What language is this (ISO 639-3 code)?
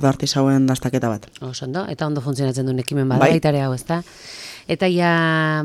eus